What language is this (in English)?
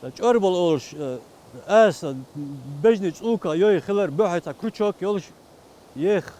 Chechen